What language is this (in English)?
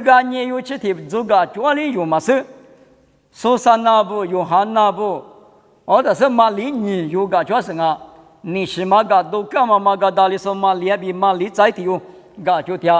Lisu